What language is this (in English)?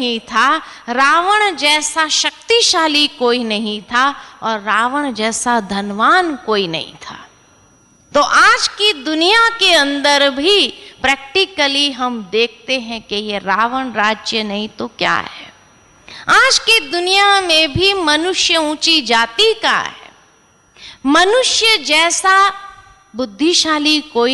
Hindi